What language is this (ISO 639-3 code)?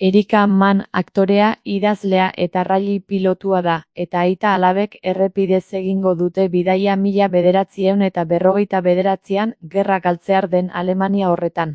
eus